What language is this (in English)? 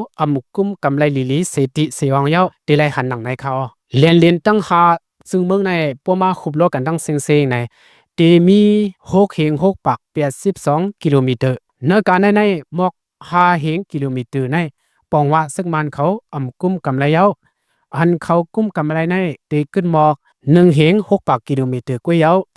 Shan